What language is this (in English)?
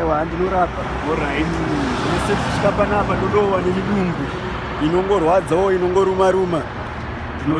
Shona